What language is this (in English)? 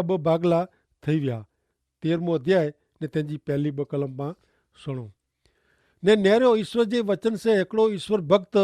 Kachhi